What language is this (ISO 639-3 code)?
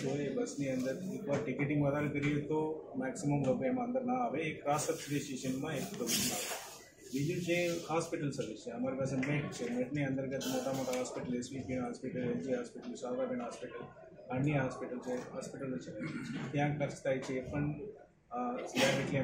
guj